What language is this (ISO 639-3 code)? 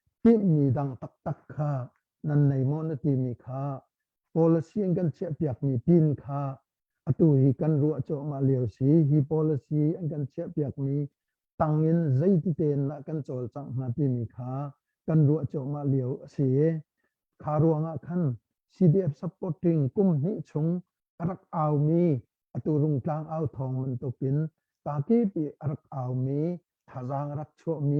cnh